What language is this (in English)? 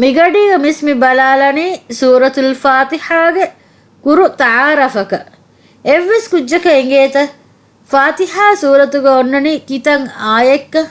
Divehi